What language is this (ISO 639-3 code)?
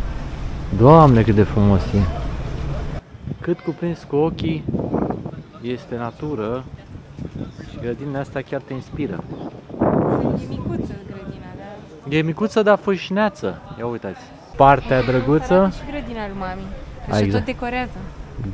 ron